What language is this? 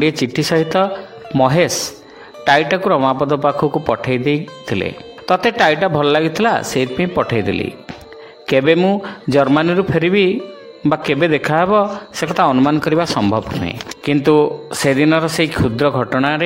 Odia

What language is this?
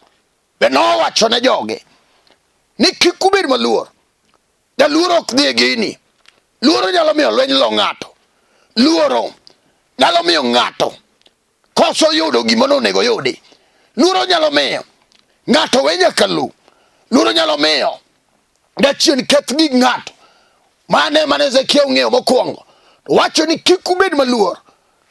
Luo (Kenya and Tanzania)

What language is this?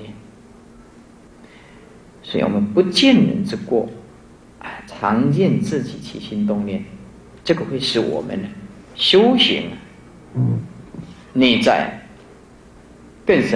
Chinese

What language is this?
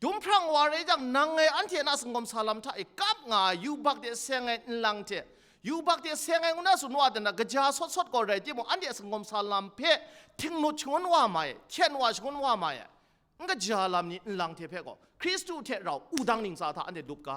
Kachin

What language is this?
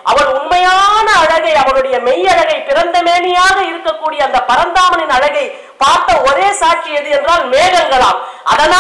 Tamil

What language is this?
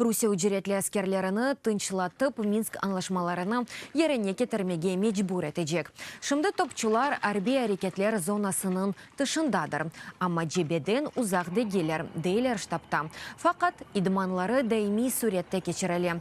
Crimean Tatar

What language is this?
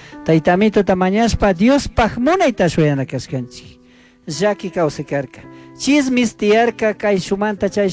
Chimborazo Highland Quichua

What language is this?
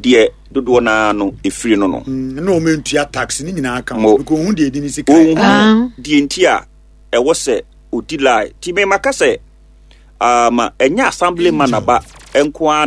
Akan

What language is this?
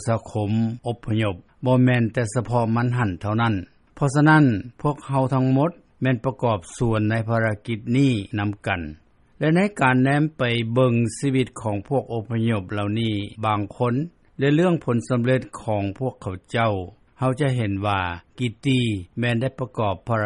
Lao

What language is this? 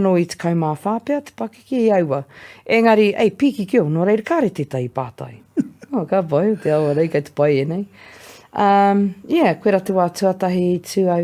Māori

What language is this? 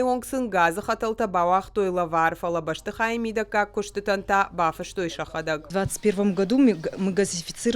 Ossetic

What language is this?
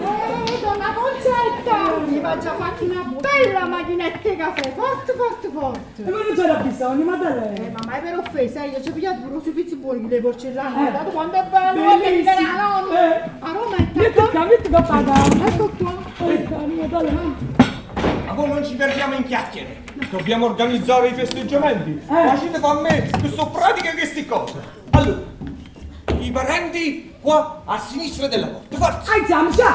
Neapolitan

